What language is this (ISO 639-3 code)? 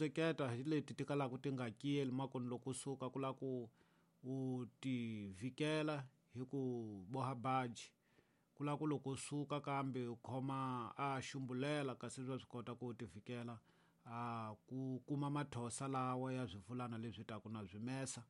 tso